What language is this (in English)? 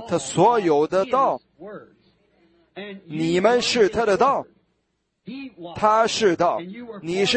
Chinese